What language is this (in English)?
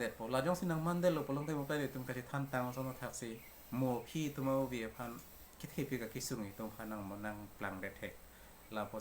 Karbi